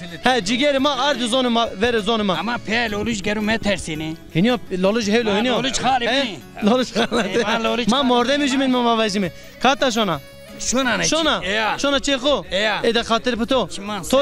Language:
Zaza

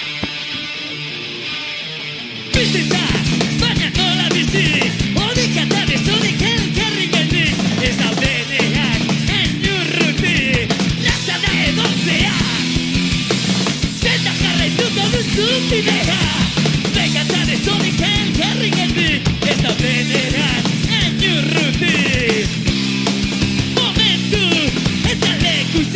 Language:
Basque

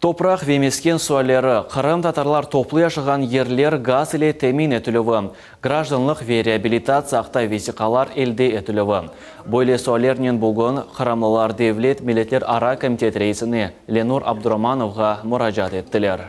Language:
Crimean Tatar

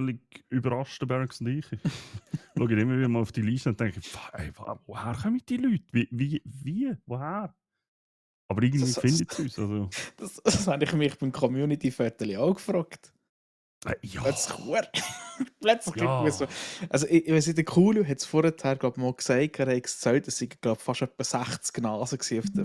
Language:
Swiss German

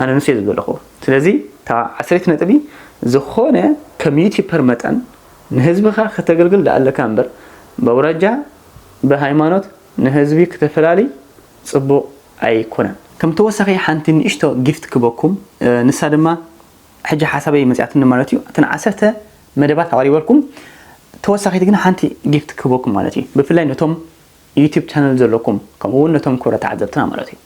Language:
Tigrinya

